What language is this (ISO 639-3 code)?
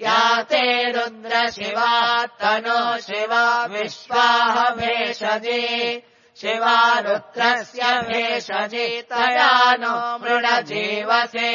san